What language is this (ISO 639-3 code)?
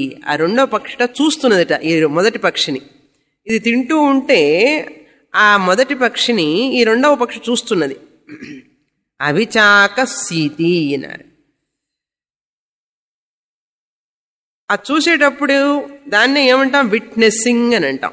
tel